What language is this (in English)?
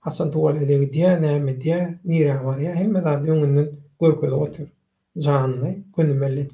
Turkmen